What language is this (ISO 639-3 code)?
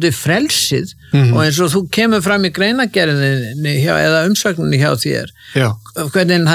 isl